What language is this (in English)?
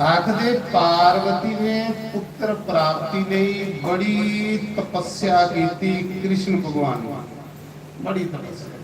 Dogri